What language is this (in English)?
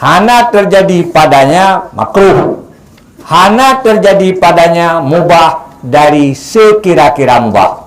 Achinese